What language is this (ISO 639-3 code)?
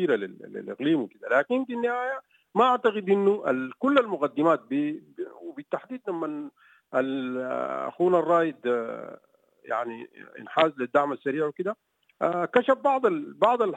apd